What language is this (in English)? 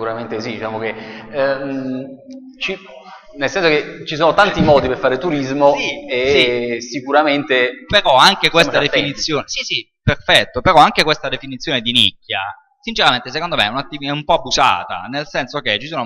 Italian